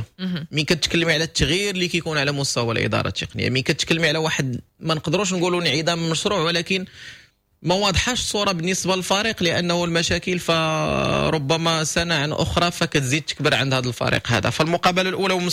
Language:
Moroccan Arabic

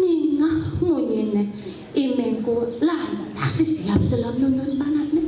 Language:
Balinese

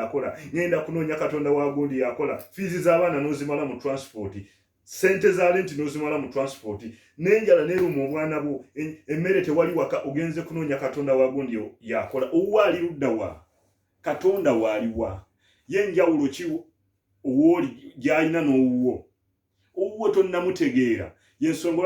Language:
Ganda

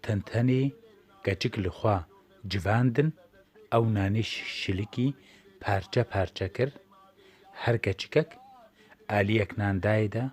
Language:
Kurdish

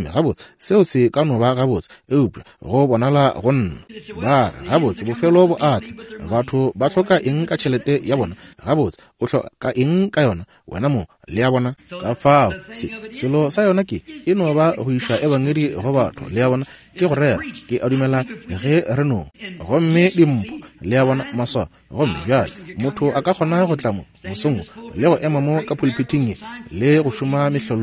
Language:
Northern Sotho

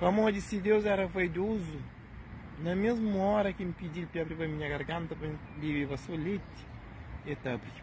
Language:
Kabuverdianu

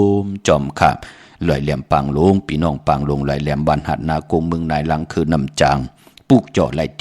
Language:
Shan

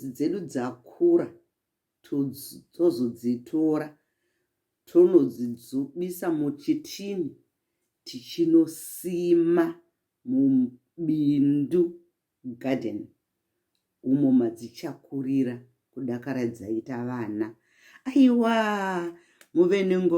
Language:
Shona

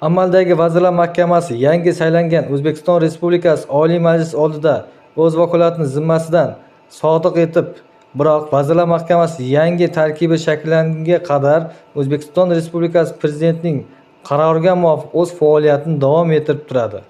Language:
Uzbek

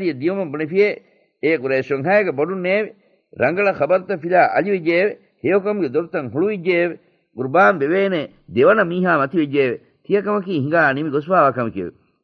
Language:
Divehi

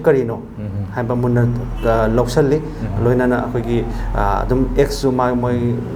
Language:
Manipuri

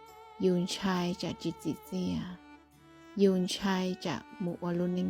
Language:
Hmong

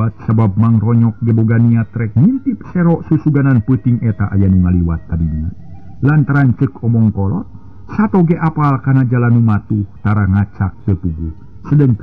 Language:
Sundanese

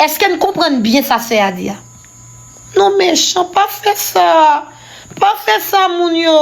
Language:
Haitian Creole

